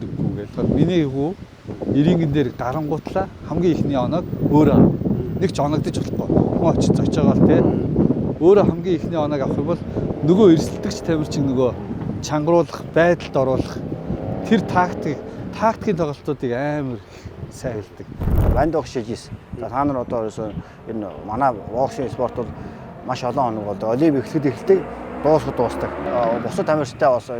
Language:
Mongolian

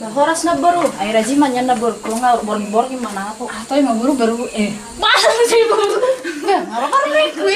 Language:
Batak Toba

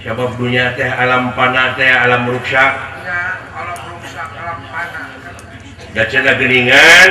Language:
Sundanese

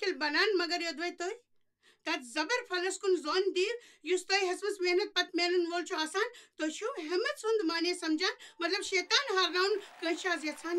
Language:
Kashmiri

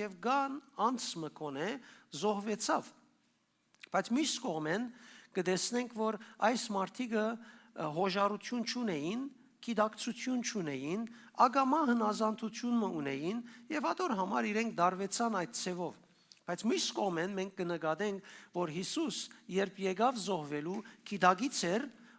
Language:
Western Armenian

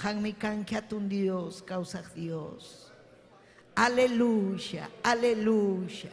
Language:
Ayacucho Quechua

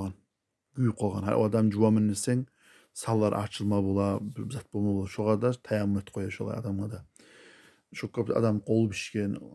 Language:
Kumyk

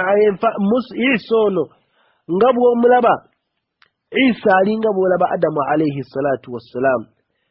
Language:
Ganda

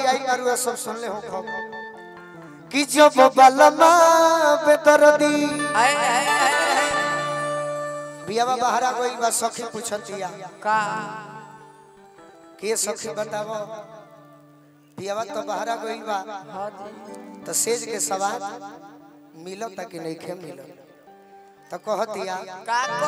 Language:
Bhojpuri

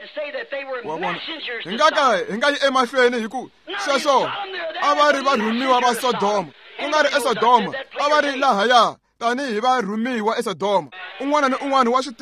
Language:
Tsonga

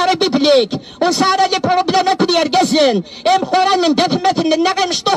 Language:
Kabyle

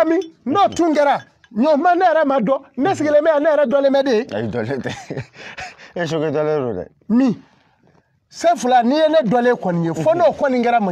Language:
Bambara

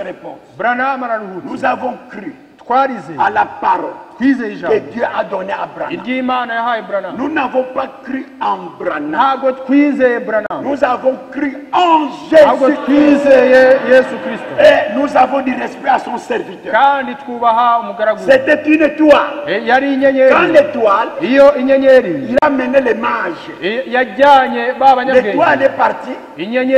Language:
Kinyarwanda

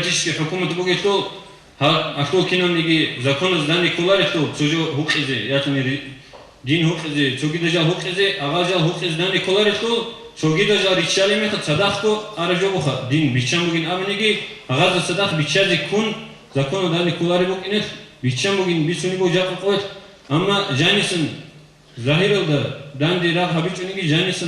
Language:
Avaric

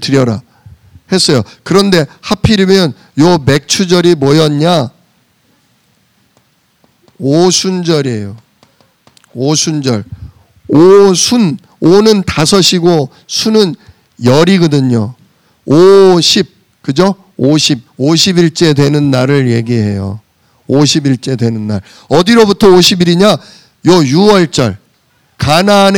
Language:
Korean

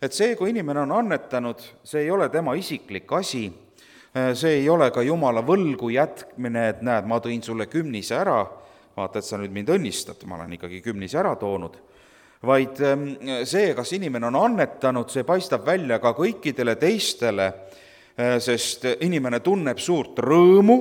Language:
Estonian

